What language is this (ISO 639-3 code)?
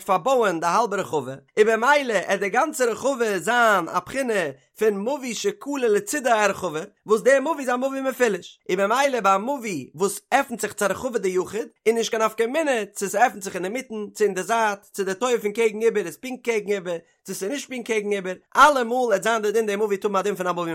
yid